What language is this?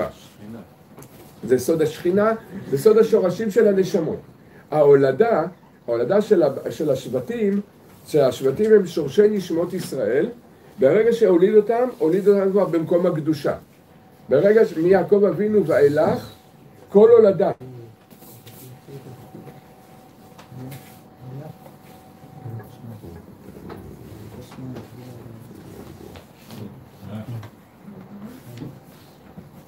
Hebrew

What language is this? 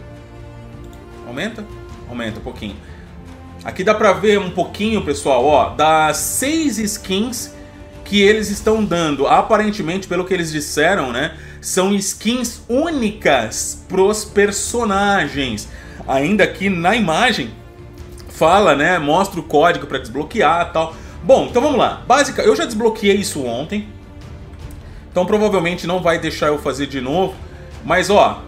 Portuguese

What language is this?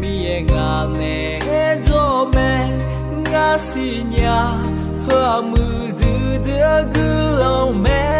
Akha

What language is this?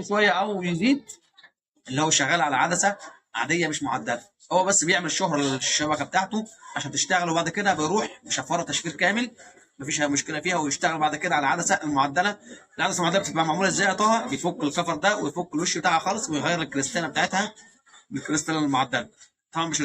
Egyptian Arabic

